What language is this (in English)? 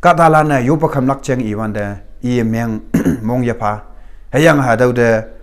Konyak Naga